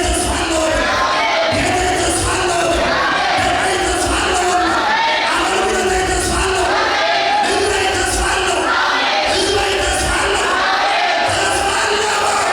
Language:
Tigrinya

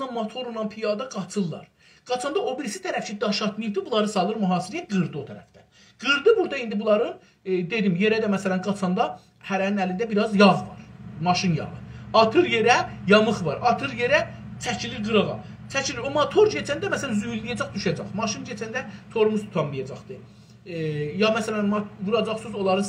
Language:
South Azerbaijani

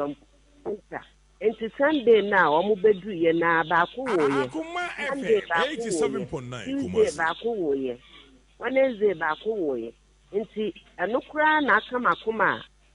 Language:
Akan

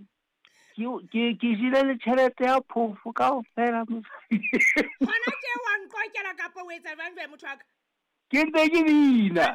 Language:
Southern Sotho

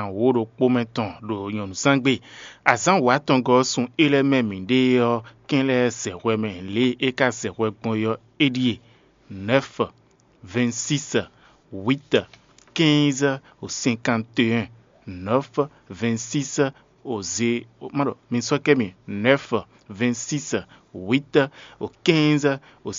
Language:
Fon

